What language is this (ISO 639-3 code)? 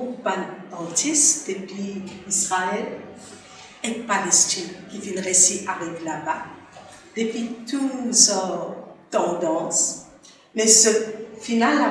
mfe